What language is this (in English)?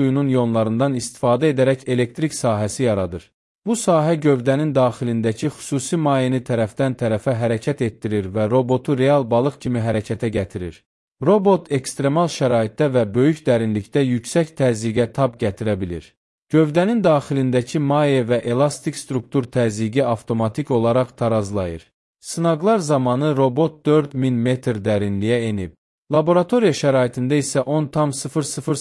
Azerbaijani